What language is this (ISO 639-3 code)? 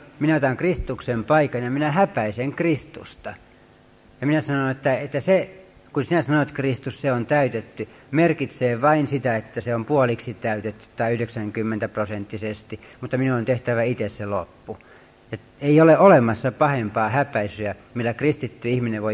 fin